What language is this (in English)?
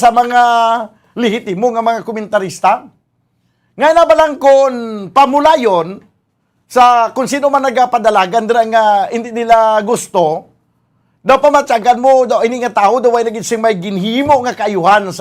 Hiligaynon